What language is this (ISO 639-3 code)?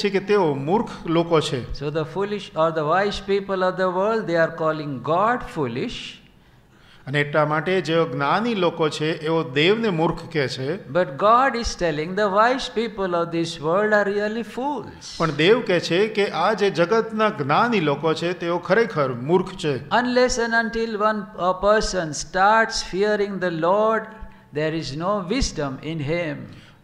guj